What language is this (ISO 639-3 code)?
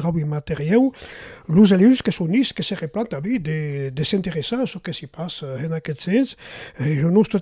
oci